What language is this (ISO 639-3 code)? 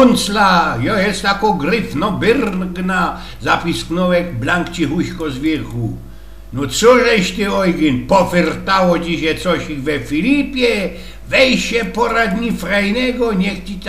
szl